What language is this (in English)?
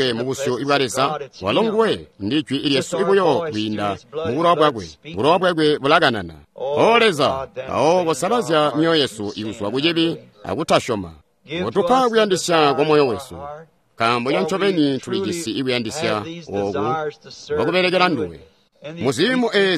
Tonga (Zambia)